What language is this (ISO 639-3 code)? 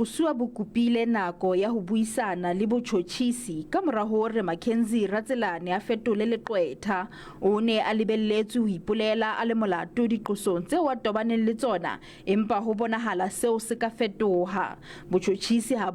sot